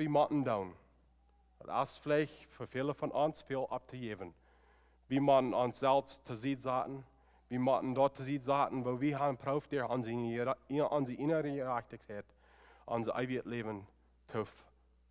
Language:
Plautdietsch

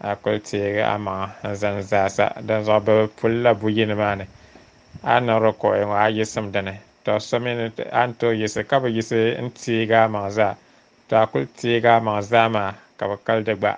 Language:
Dagbani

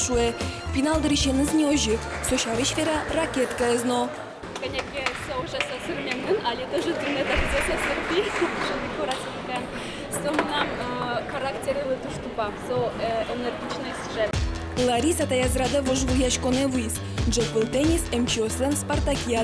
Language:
Udmurt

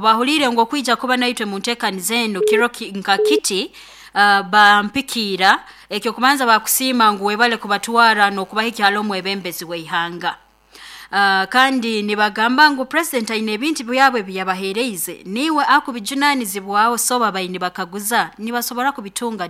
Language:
Nyoro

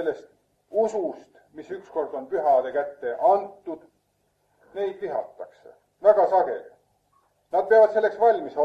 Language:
Estonian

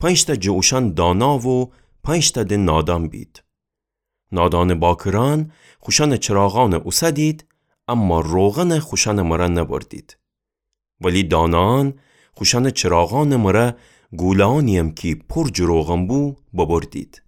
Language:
Gilaki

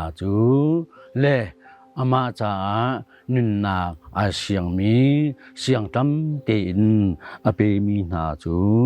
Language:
Hakha Chin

